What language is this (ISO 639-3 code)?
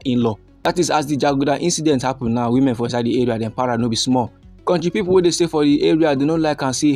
pcm